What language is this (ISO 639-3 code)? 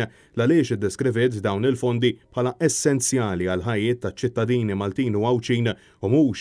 mlt